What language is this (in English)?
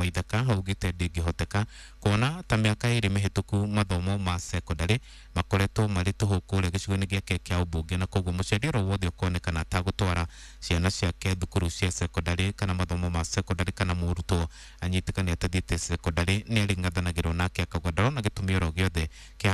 Kikuyu